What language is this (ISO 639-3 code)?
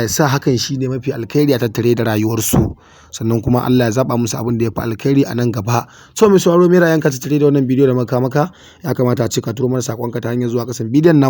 hau